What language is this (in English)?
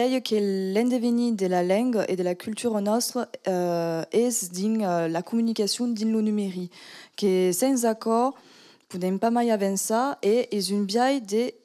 Occitan